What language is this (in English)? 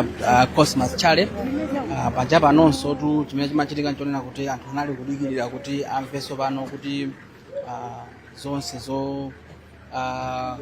Nyanja